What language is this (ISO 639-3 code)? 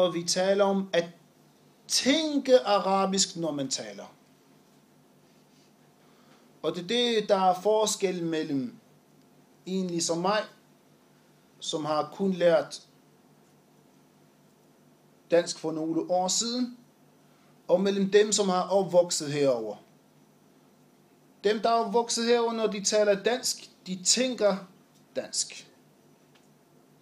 dan